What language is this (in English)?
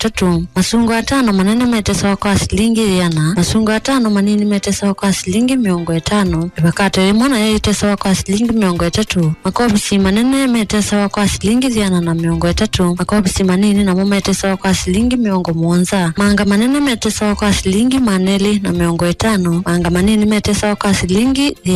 Kamba